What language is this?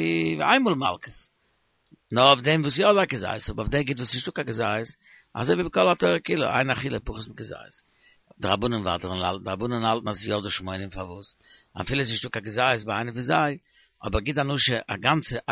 Yiddish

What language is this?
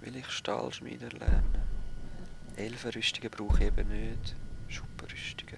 Swiss German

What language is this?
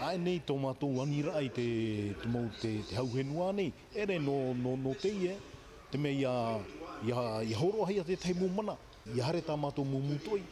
Tahitian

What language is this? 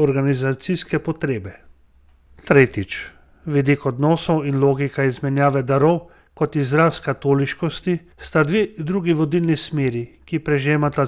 Slovenian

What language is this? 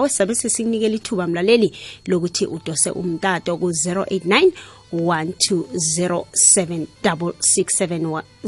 South Ndebele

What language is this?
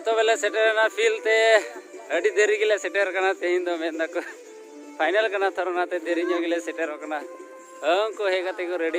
Santali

